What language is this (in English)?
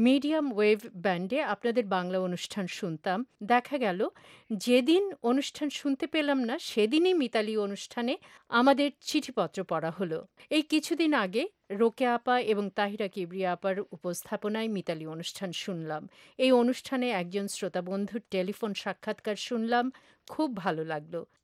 Bangla